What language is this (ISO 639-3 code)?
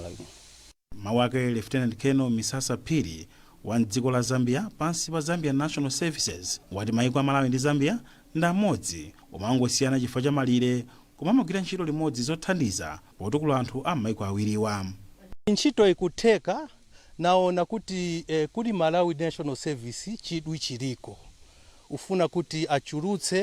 nya